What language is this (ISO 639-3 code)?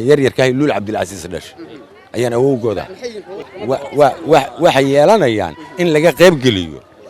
som